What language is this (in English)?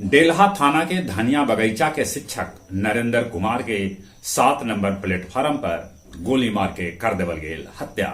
Magahi